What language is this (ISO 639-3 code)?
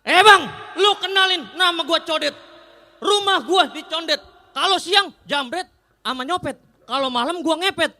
bew